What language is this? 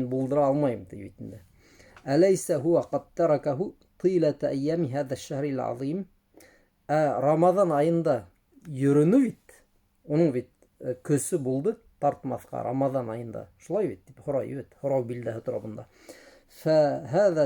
Bashkir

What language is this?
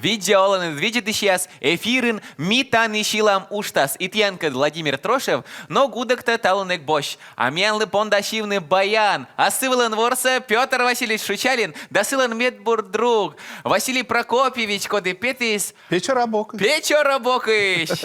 Komi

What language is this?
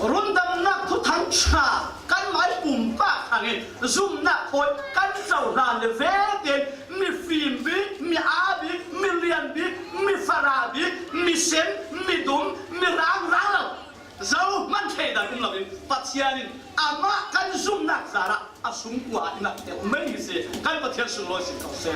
Falam Chin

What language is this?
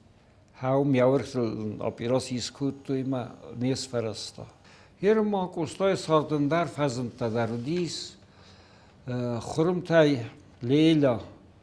Ossetic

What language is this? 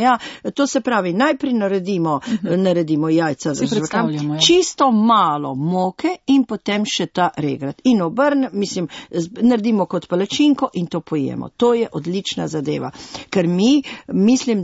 Slovenian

